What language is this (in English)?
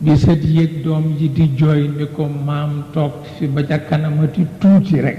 Wolof